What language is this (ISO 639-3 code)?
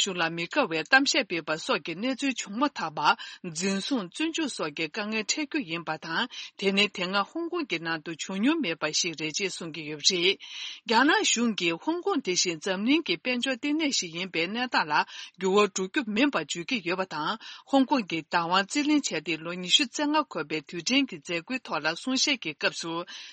bod